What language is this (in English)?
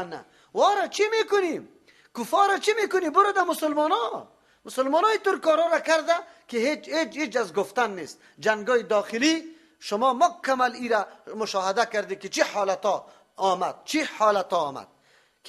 Persian